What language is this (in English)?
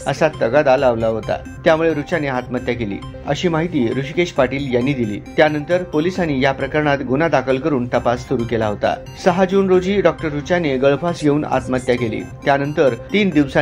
Marathi